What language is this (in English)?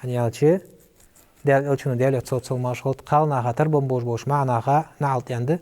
Ingush